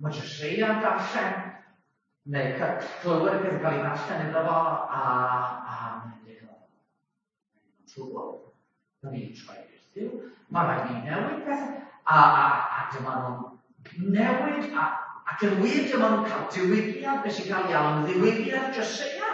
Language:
Welsh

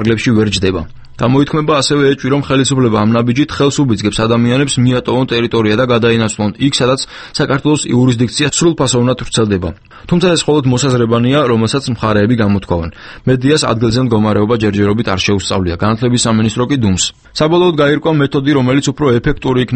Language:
Georgian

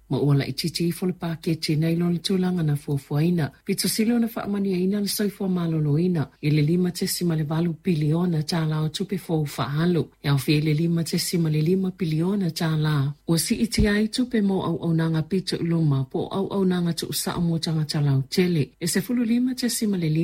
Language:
Samoan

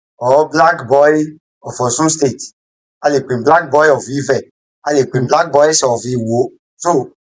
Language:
Yoruba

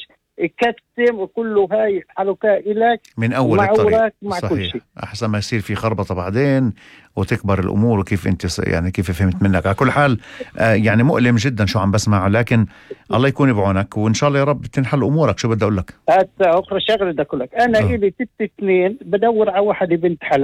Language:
North Levantine Arabic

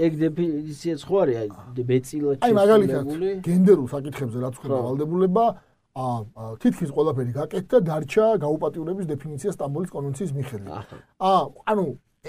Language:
Georgian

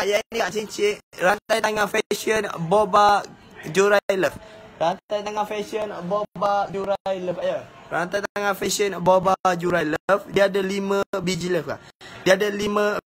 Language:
Malay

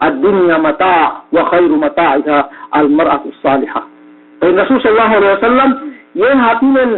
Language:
Yakan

